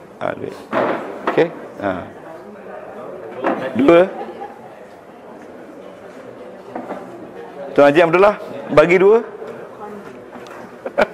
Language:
Malay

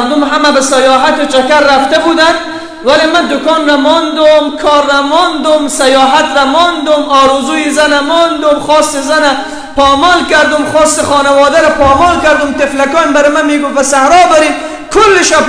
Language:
Persian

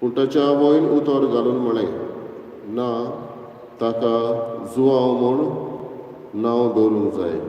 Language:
Konkani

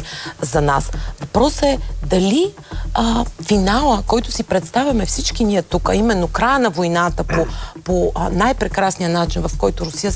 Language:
Bulgarian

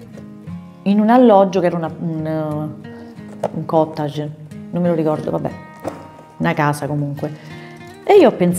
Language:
Italian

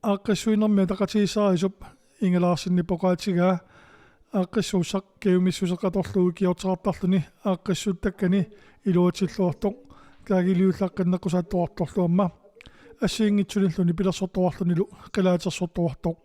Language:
Kalaallisut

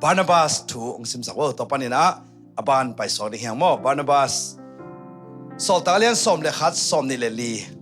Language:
Tedim Chin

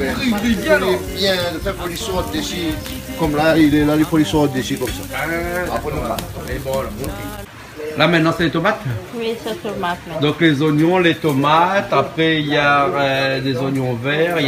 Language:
Réunion Creole French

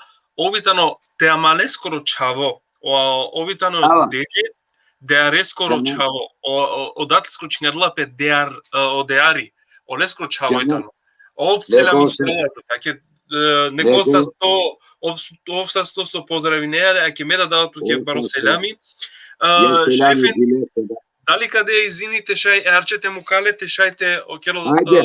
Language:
Balkan Romani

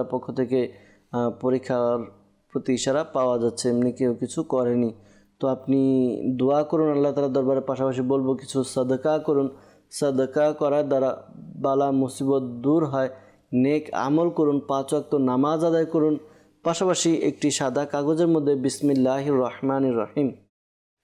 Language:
Bangla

